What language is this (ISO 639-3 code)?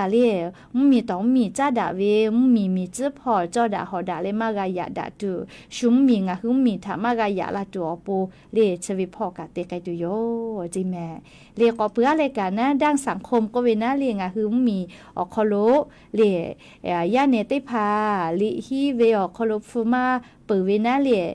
lhu